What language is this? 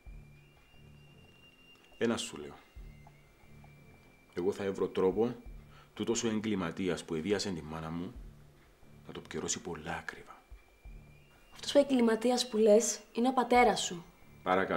Greek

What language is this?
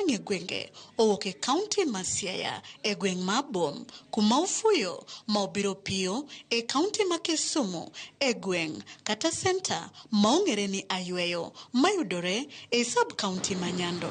Luo (Kenya and Tanzania)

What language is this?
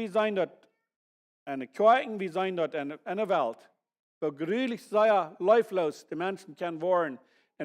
Plautdietsch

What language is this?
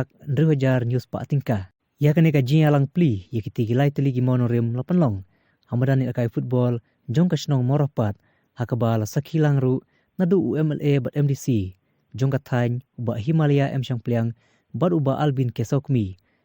Khasi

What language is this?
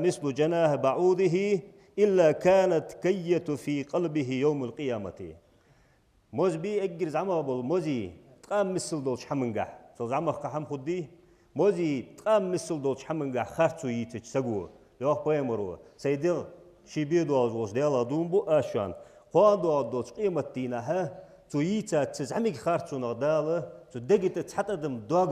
Ingush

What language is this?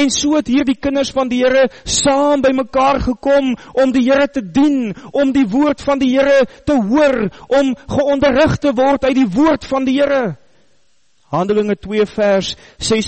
Afrikaans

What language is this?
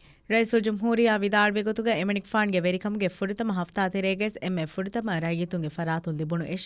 Divehi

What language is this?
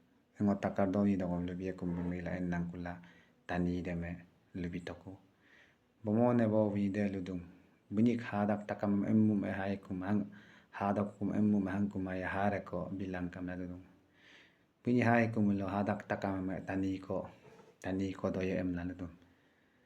Adi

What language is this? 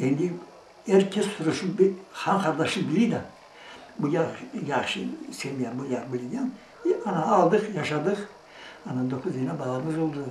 Crimean Tatar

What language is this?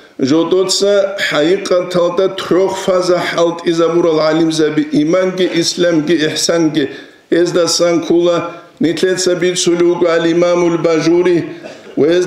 Avaric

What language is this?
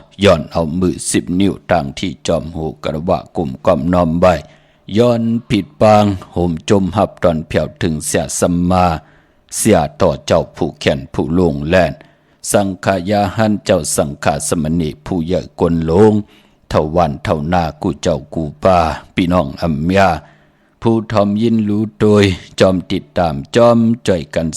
Shan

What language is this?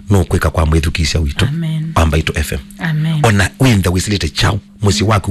Kamba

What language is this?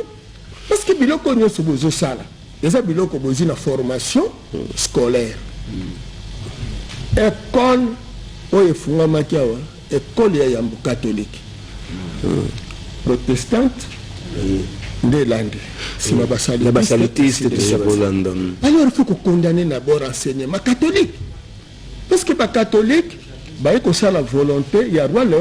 Lingala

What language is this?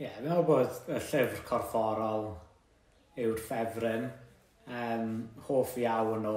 Welsh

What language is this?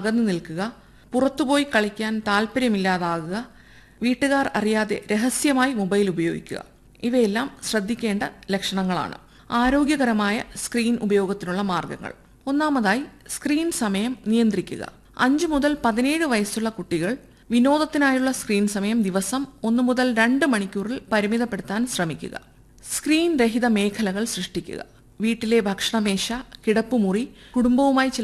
Malayalam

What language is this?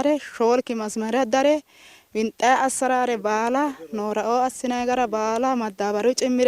Sidamo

